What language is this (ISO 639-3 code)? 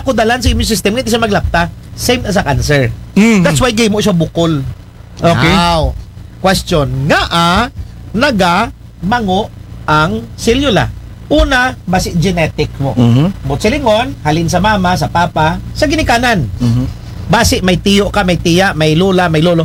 akl